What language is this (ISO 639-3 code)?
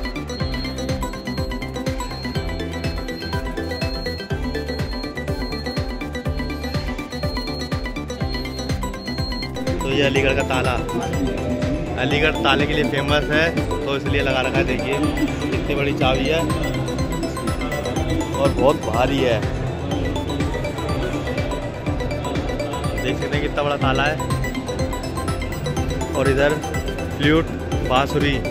hin